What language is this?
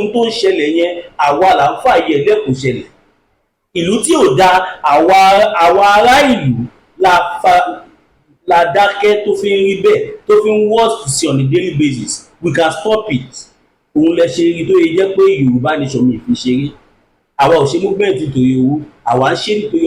Yoruba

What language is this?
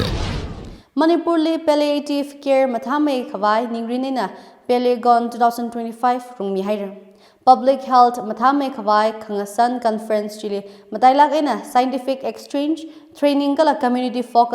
Tangkhul Naga (India)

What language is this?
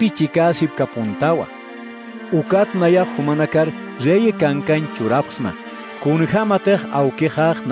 Aymara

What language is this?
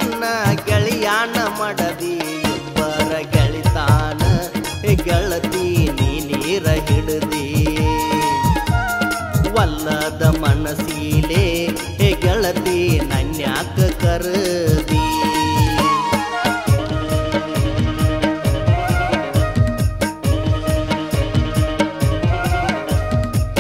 Kannada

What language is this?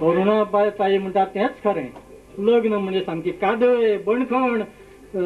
Konkani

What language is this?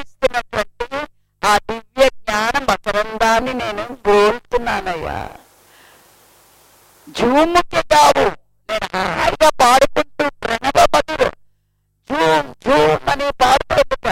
Telugu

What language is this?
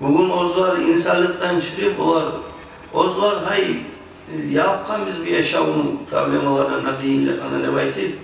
Kumyk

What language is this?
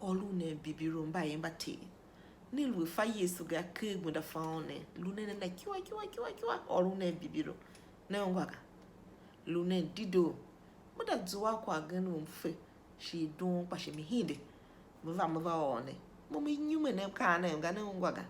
Tiv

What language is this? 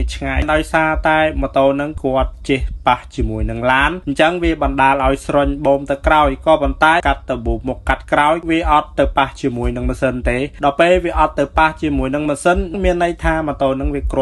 Khmer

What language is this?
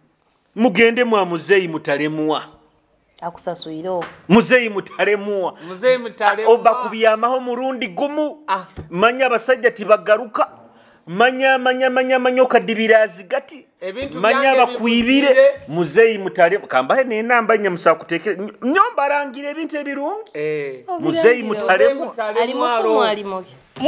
Nyoro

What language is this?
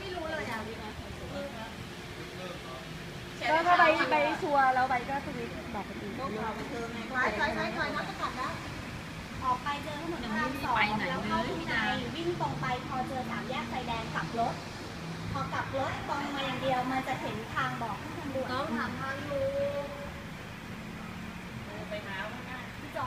Thai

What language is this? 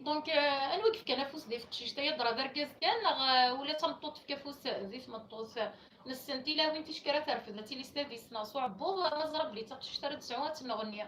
Kabyle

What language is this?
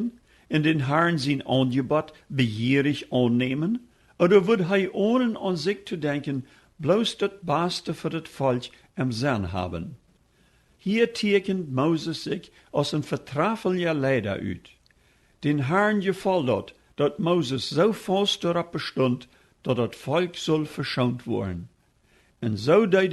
Plautdietsch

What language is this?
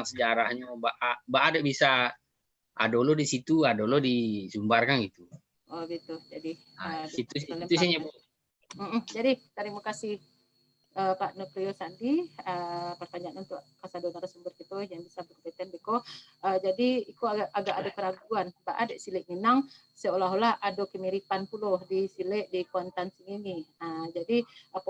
Minangkabau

